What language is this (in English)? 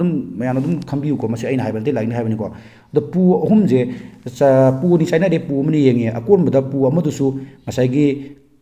Manipuri